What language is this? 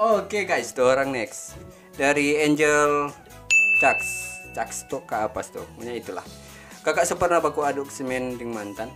Manado Malay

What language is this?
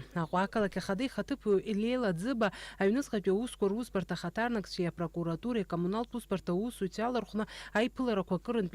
Abkhazian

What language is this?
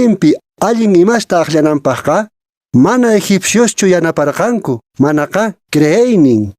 Quechua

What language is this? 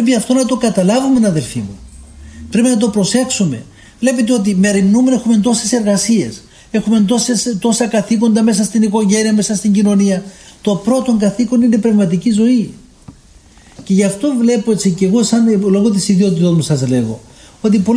Greek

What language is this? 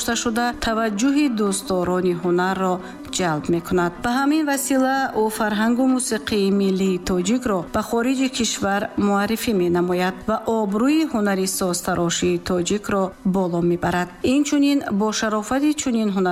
Tajik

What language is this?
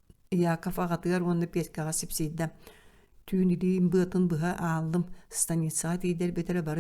Yakut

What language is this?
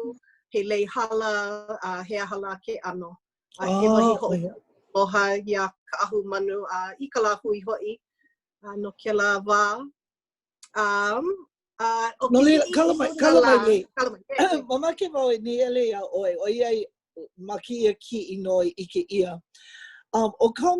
Hawaiian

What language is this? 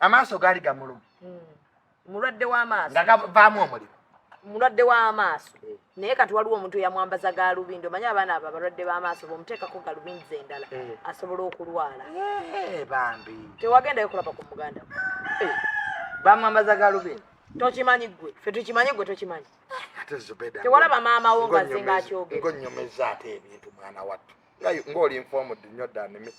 Ganda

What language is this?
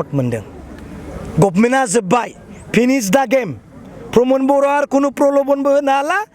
Bodo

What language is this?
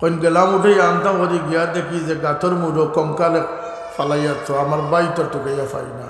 Sylheti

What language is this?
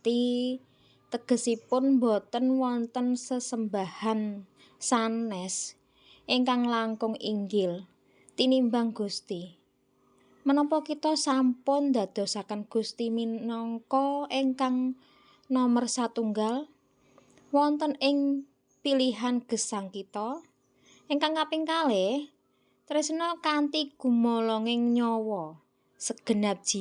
Javanese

